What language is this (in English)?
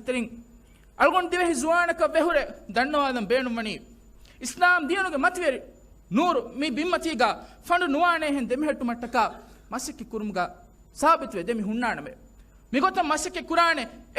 Divehi